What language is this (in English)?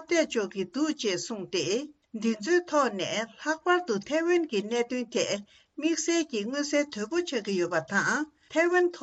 Tibetan